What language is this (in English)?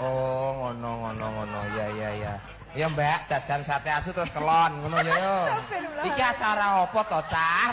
Javanese